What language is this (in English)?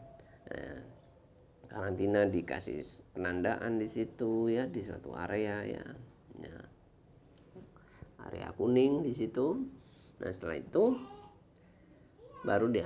Indonesian